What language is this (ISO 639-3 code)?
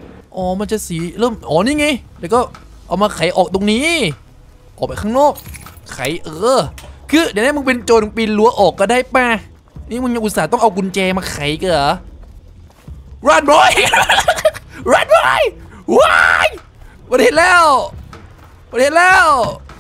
tha